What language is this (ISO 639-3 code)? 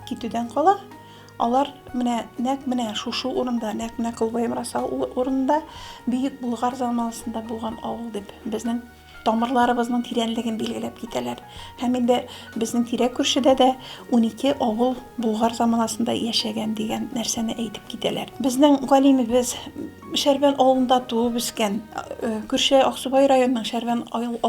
tat